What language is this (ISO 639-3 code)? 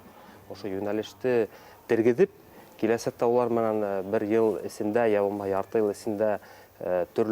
bak